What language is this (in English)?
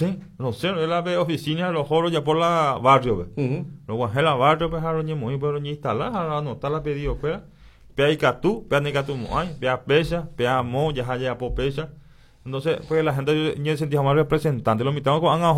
Guarani